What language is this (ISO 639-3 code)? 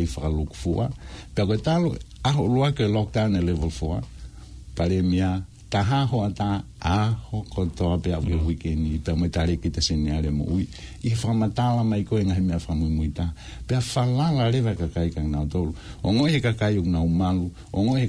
ton